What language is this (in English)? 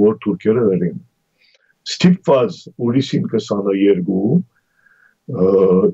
Armenian